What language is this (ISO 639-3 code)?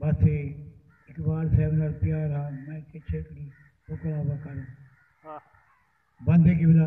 skr